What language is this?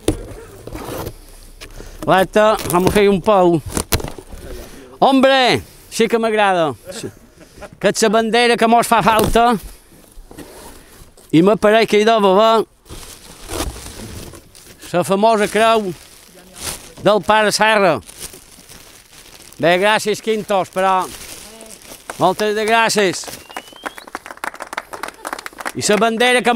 Catalan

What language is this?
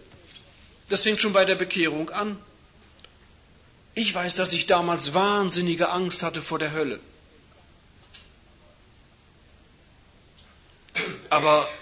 German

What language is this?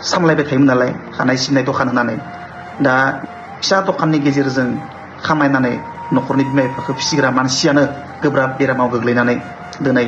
Bodo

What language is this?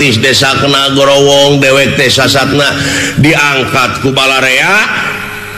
Sundanese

